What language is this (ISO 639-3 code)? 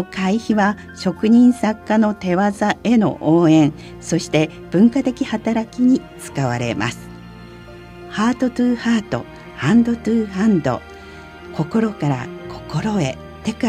jpn